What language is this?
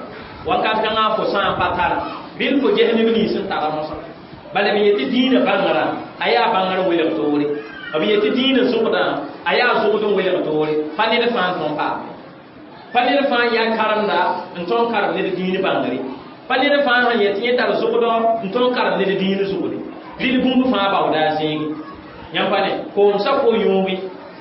Mossi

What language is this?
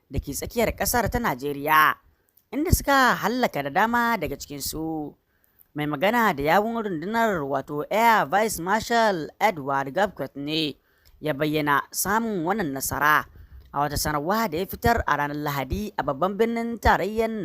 Hausa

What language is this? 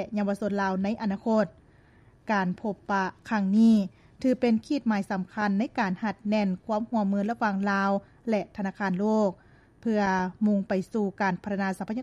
Lao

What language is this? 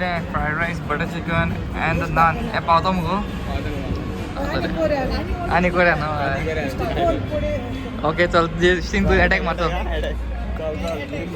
Konkani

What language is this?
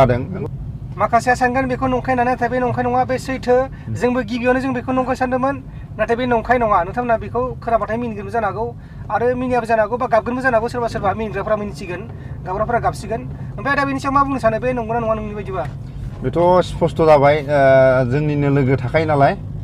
Bodo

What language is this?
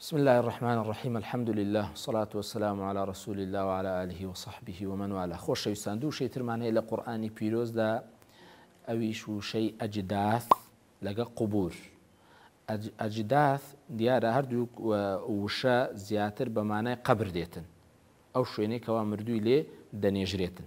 Central Kurdish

